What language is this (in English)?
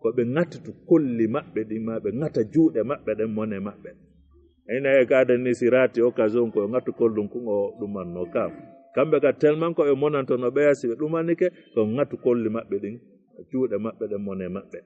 Fula